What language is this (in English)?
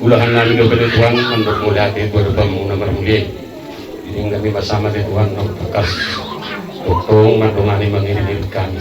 Batak Toba